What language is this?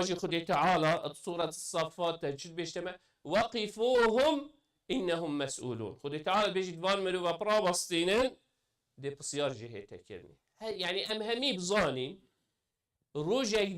Kurdish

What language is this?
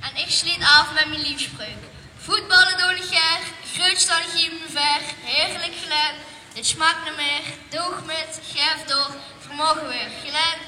Limburgish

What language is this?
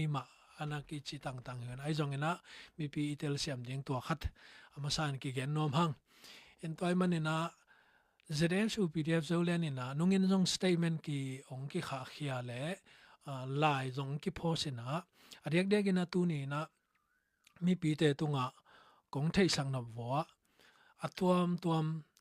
Tedim Chin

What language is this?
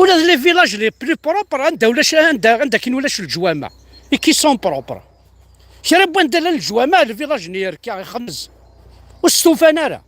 Kabyle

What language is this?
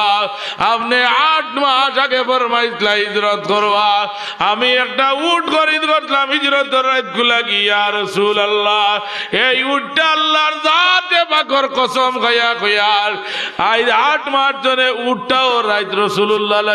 Sylheti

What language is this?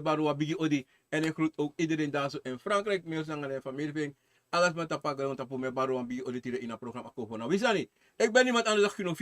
Sranan Tongo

